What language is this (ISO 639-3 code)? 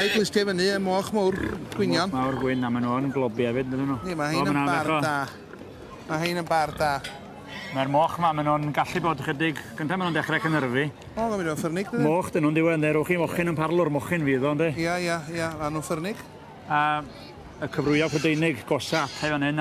cym